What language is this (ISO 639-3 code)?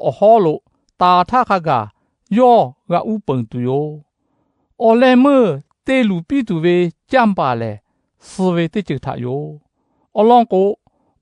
lhu